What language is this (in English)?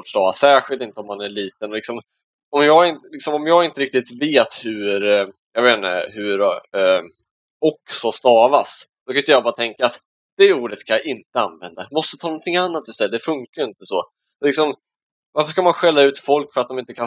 Swedish